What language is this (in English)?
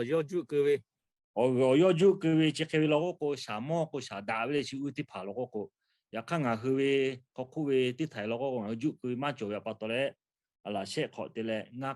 Lahu